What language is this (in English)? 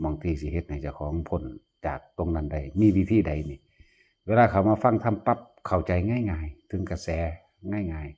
Lao